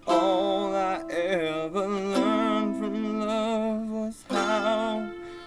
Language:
English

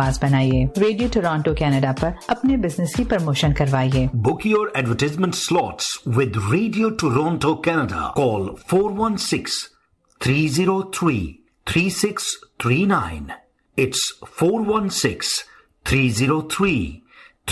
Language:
Hindi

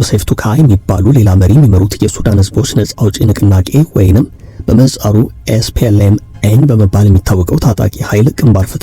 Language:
Amharic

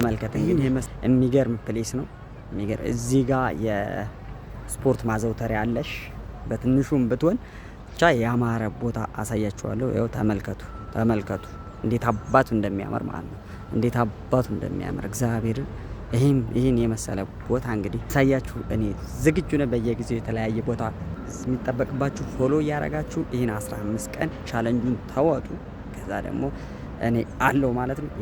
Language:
Amharic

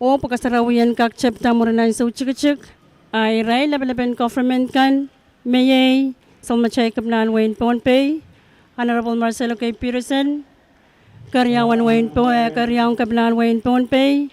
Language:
Pohnpeian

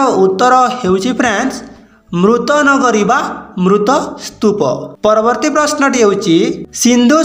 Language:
Odia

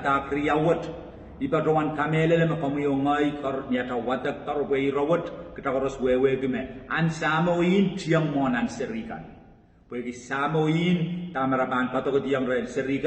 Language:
Pohnpeian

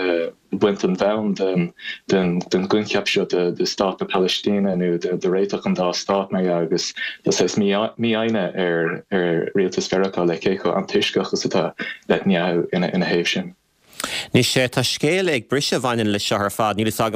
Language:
Irish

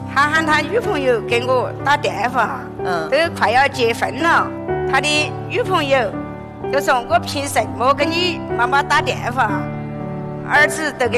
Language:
Chinese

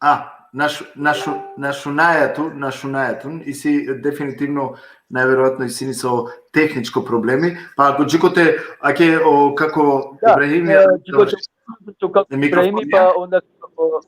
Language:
Balkan Romani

